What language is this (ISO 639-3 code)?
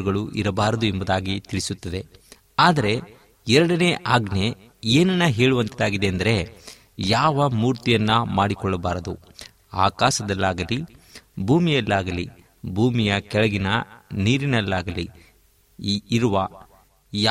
kan